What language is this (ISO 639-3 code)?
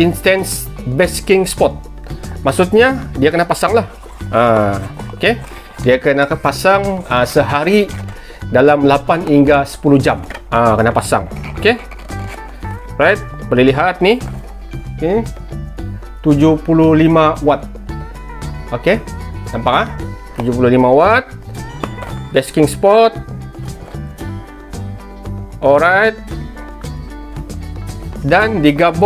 msa